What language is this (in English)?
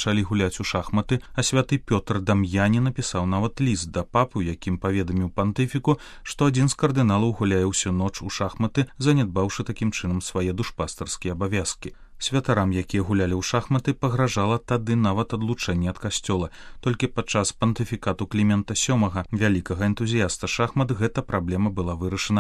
Belarusian